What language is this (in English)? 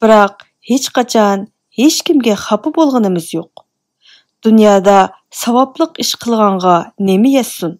Uyghur